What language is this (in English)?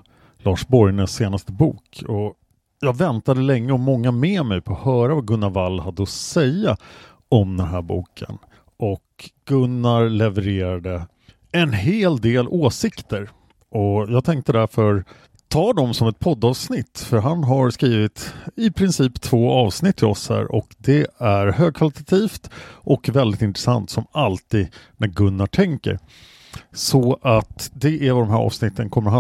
Swedish